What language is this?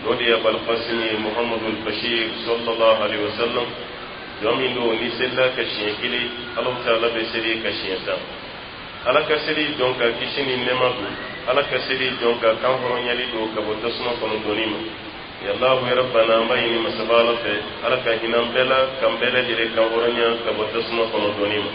Dyula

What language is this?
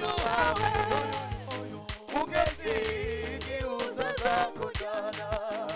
Kinyarwanda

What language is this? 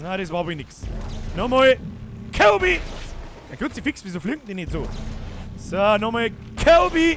Bavarian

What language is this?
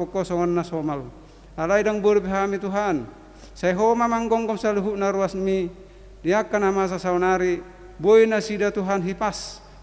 Batak Toba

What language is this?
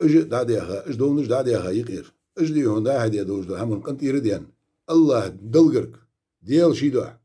Ingush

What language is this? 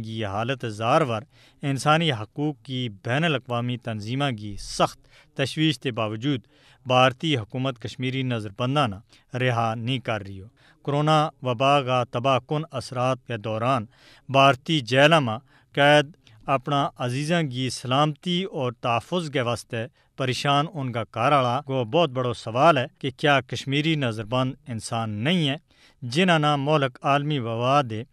Gujari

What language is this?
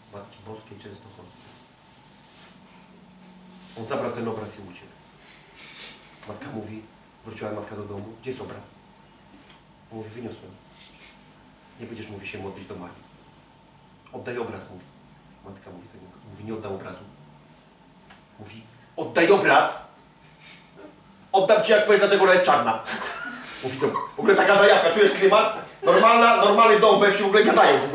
Polish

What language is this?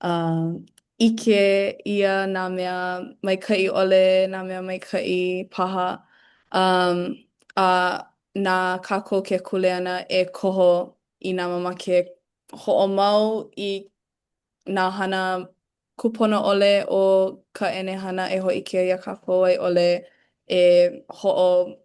Hawaiian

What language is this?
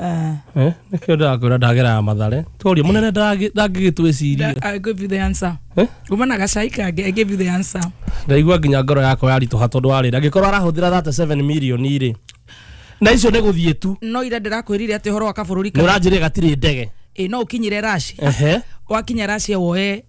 Kikuyu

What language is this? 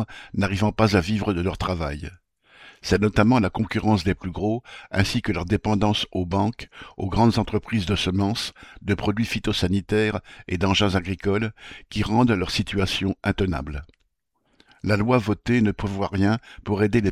French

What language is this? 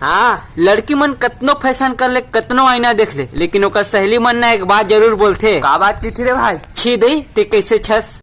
Chhattisgarhi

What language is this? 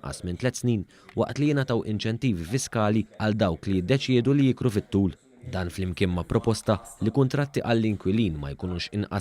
Maltese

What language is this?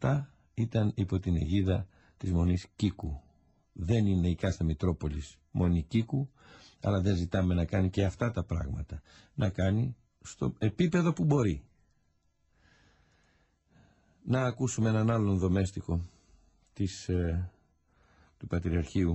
Greek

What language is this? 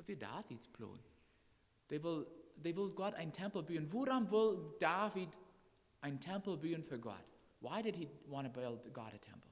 Plautdietsch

